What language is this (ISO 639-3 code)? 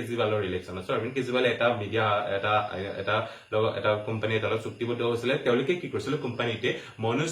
asm